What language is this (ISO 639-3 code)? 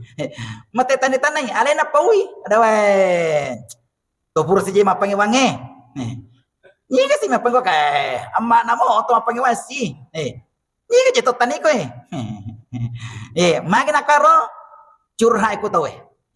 bug